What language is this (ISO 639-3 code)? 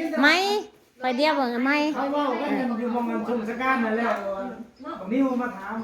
tts